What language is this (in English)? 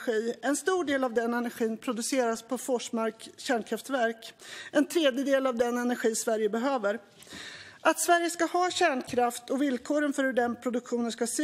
Swedish